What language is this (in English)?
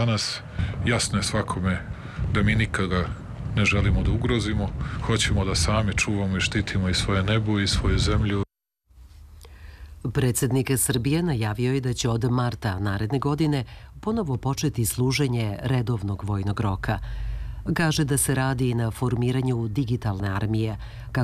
Serbian